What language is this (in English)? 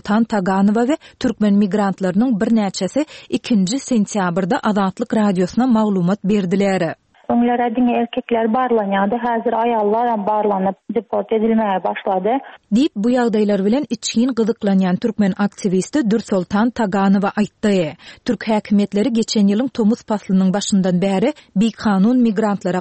Turkmen